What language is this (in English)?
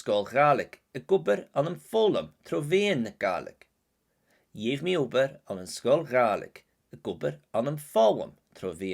Scottish Gaelic